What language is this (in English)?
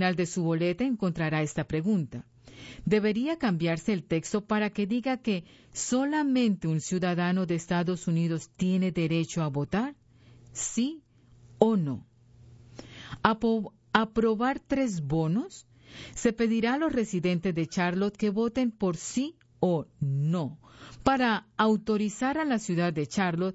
Spanish